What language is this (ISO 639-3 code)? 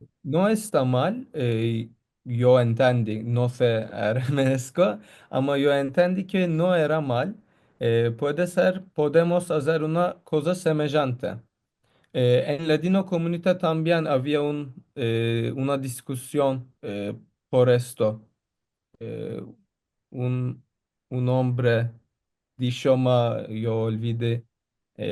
lad